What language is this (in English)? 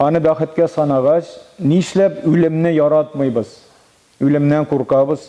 Tatar